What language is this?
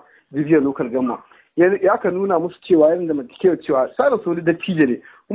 Hausa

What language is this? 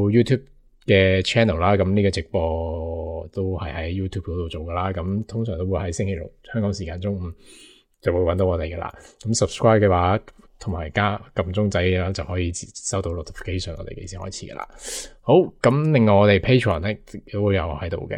Cantonese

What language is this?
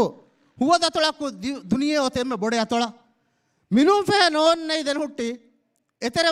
Divehi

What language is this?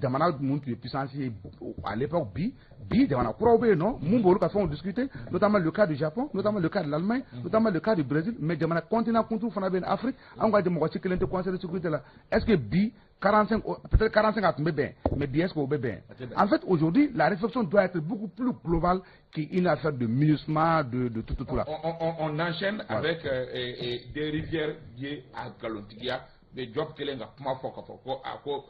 Bambara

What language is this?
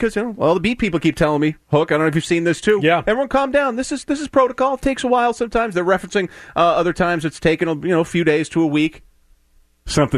English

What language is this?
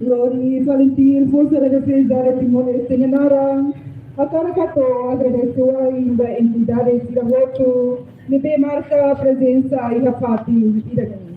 Tetum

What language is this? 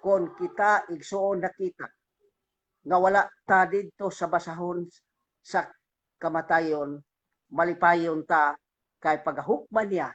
Cebuano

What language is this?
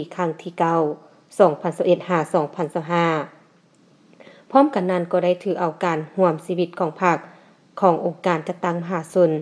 Lao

